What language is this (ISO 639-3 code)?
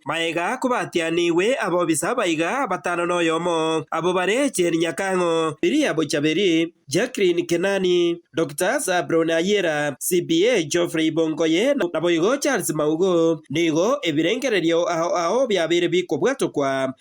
guz